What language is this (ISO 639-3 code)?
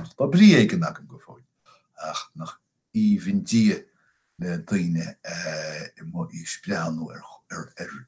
gle